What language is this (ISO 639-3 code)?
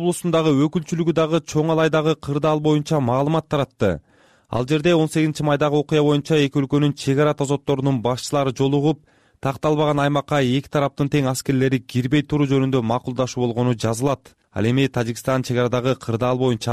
kir